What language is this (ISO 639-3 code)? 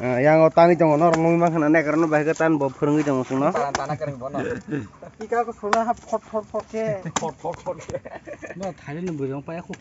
trp